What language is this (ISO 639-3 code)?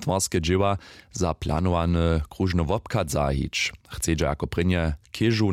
hsb